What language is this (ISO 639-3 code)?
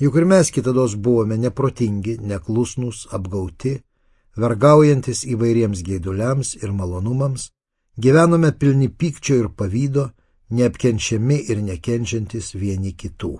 lit